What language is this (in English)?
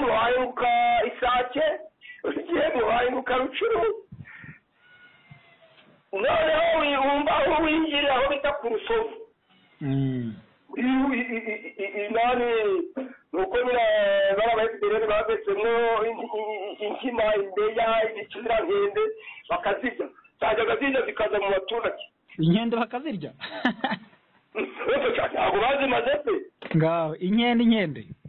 Kinyarwanda